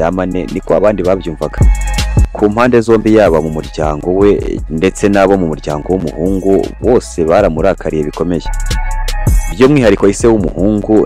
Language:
Kinyarwanda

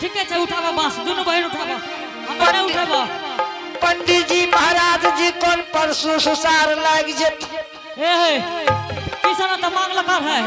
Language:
Angika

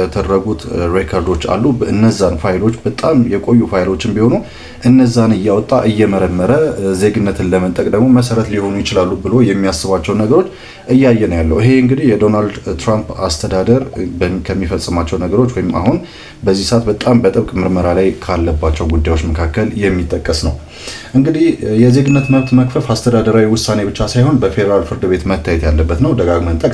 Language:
Amharic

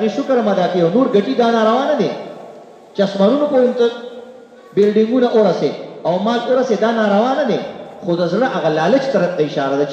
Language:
Pashto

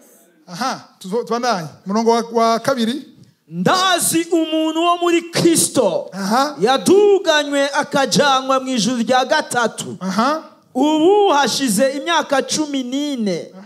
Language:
Rundi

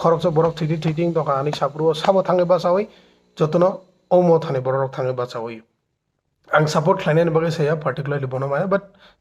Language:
Kok Borok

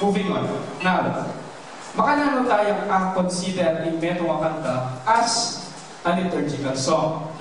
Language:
Pampanga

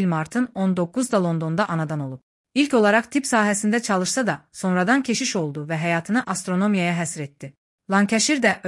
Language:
Azerbaijani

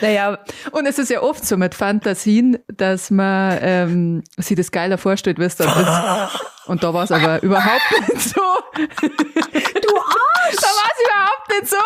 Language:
Bavarian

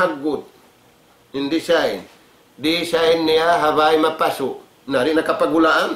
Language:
Tausug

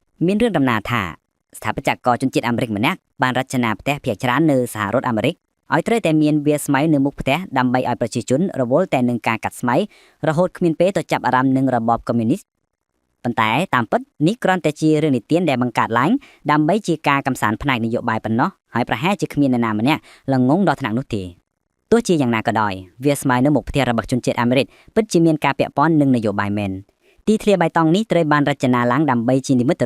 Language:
Khmer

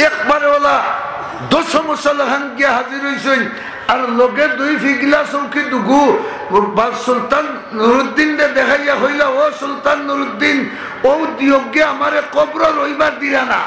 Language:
Sylheti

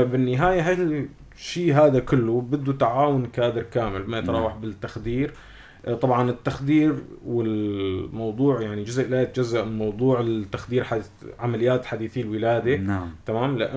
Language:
North Levantine Arabic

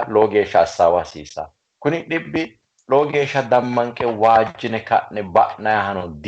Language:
Sidamo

